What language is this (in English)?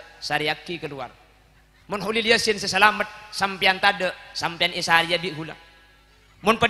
Madurese